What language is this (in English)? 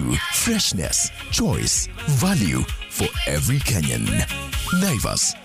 Swahili